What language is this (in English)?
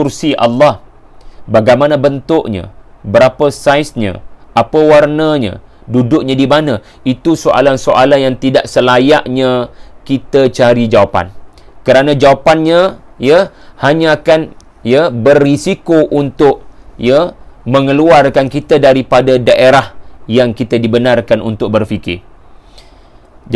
Malay